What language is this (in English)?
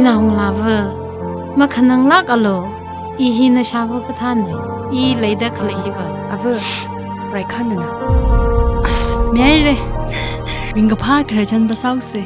Tangkhul Naga (India)